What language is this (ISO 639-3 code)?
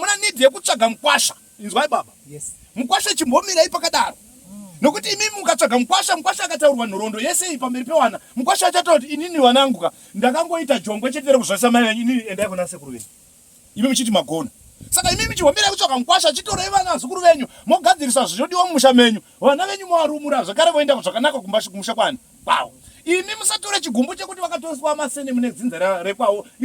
sna